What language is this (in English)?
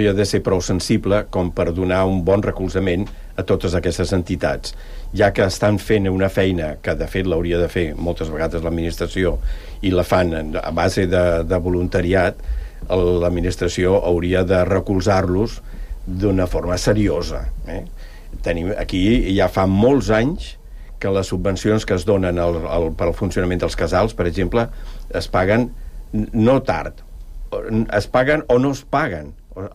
Catalan